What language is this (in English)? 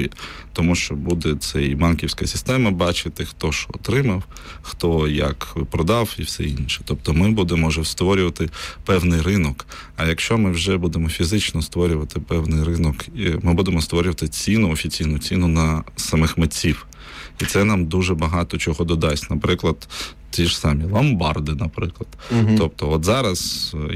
Ukrainian